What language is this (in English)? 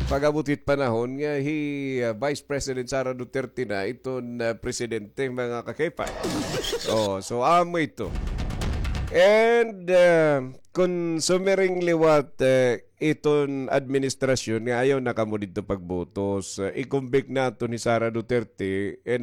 Waray